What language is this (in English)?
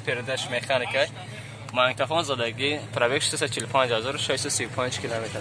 Tajik